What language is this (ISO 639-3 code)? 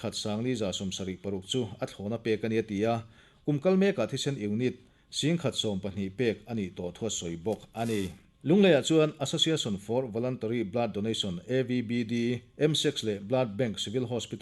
lus